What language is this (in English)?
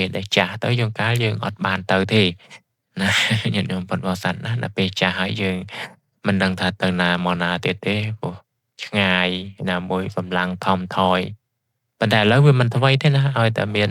Khmer